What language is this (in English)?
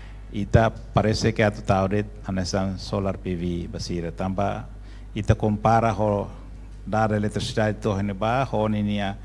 Tetum